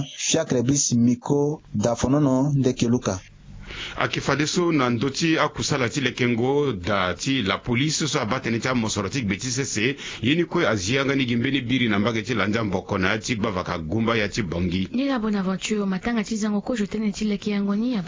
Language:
Sango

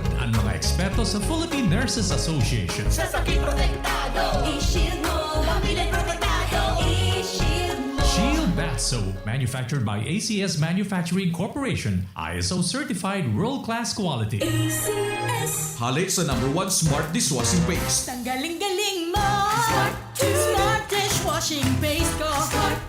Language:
Bikol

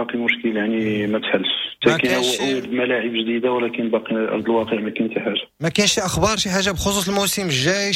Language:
Moroccan Arabic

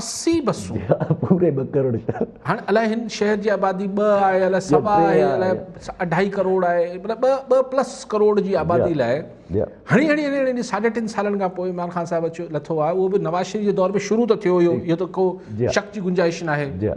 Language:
Sindhi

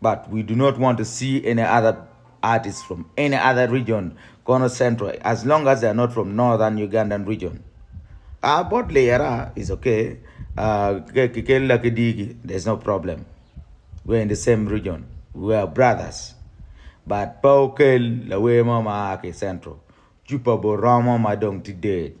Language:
Acoli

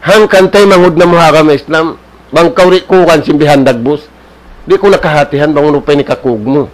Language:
Tausug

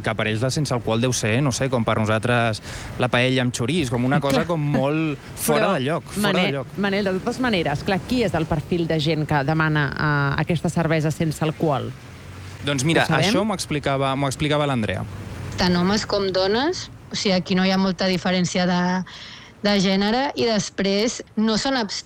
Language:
Catalan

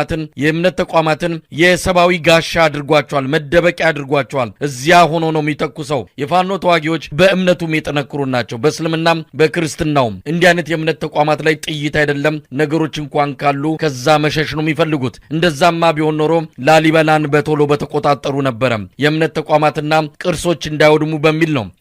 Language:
Amharic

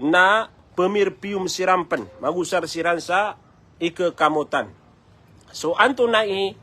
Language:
Maranao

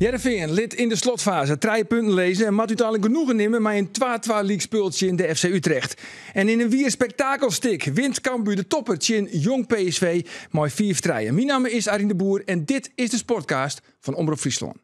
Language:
Western Frisian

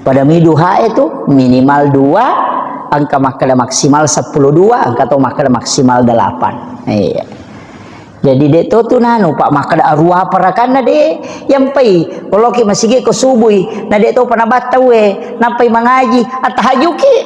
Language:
Buginese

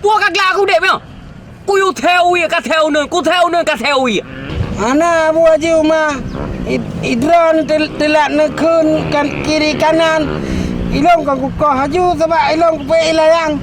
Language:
Achinese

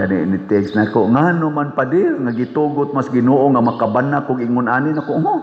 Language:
Cebuano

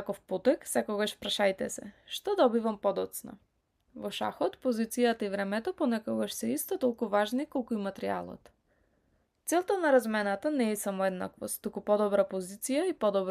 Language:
Macedonian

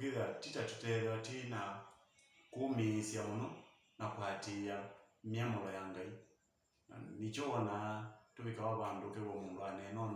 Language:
Kamba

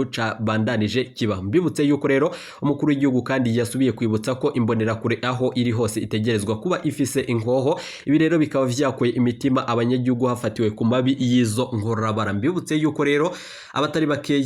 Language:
Rundi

